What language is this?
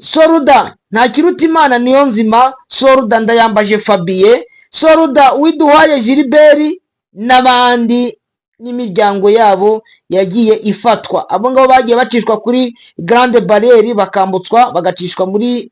Kinyarwanda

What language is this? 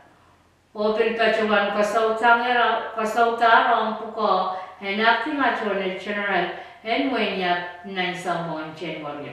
Pohnpeian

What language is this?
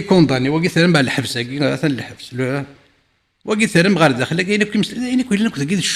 Kabyle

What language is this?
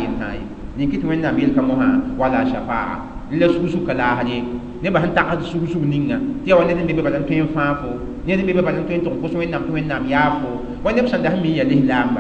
Mossi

